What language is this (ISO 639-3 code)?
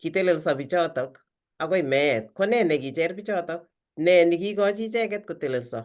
kln